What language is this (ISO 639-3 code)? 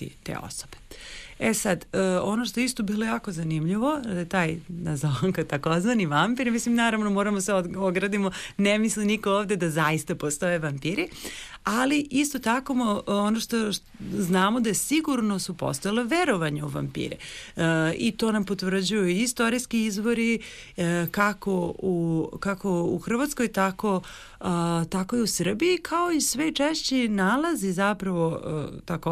srp